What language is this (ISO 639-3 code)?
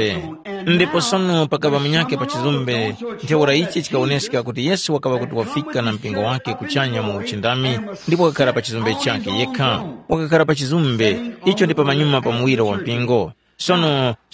tum